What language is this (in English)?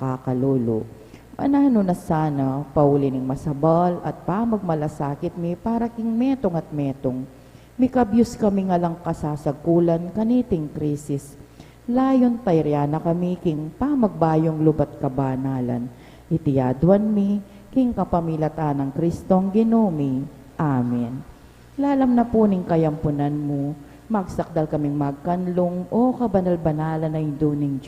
Pampanga